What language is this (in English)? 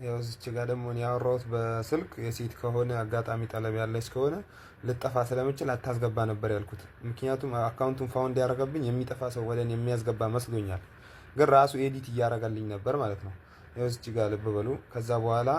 Amharic